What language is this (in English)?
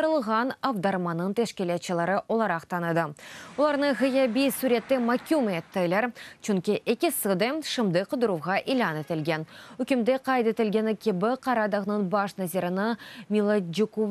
Crimean Tatar